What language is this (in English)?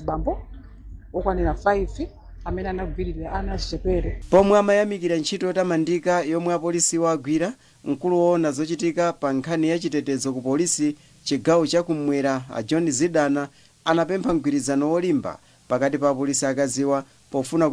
Nyanja